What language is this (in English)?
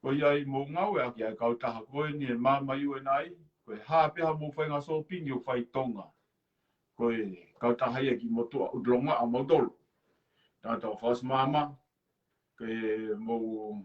Tongan